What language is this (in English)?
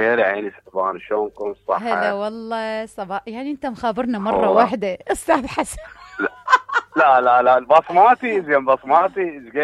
Mesopotamian Arabic